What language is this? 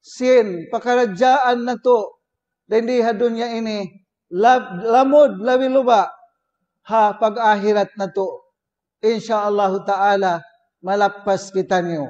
Tausug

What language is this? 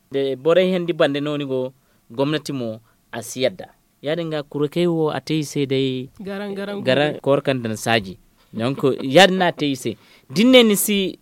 Zarma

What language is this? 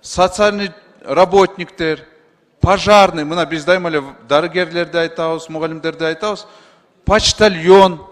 Kyrgyz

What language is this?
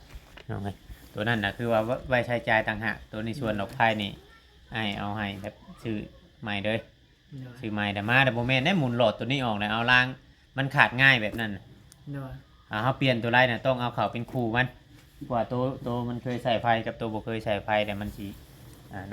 Northeastern Thai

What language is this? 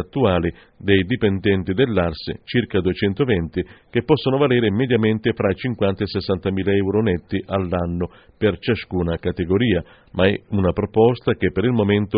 Italian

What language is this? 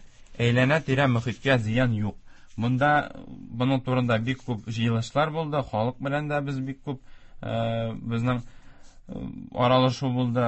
Tatar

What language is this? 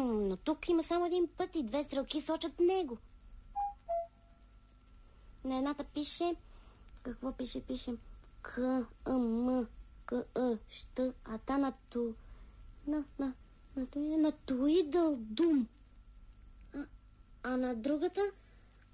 Bulgarian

